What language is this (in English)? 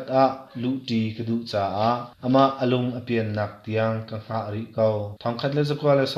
Hakha Chin